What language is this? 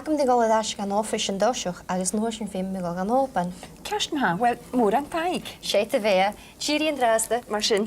Scottish Gaelic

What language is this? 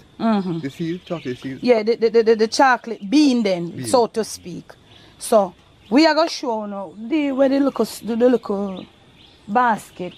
Jamaican Creole English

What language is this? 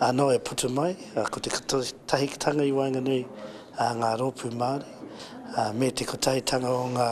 Māori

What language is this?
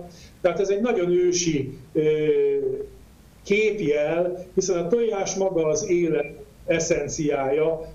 Hungarian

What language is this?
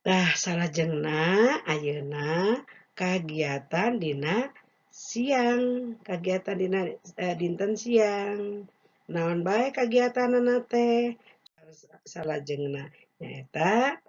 Sundanese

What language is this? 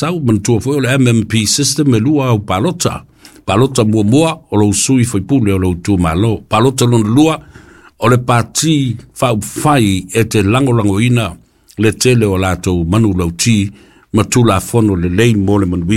Samoan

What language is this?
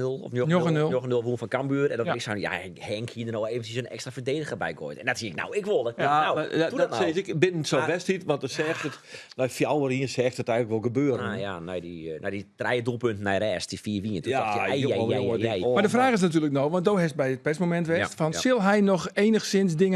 Western Frisian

